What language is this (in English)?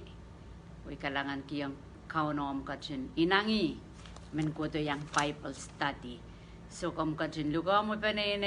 Pohnpeian